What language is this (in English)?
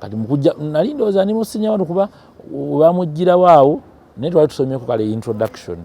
Ganda